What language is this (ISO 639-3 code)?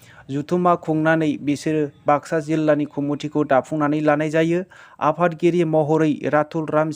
brx